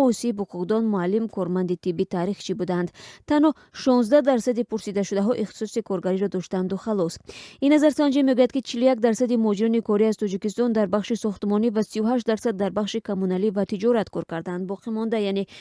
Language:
Tajik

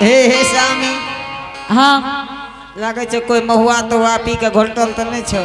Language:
Angika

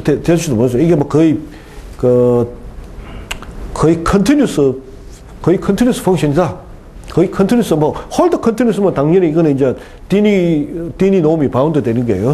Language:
Korean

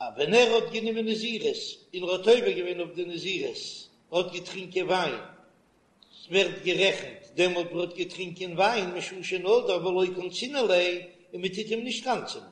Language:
Yiddish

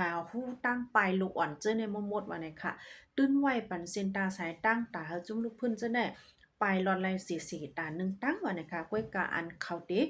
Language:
Shan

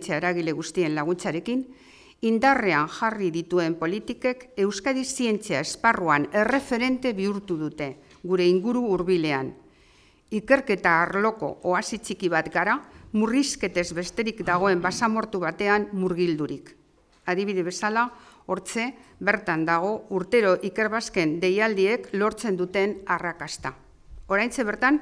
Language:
Basque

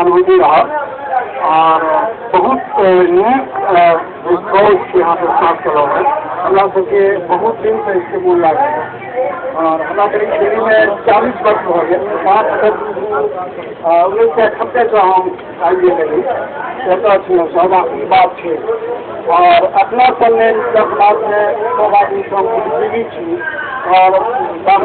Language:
Maithili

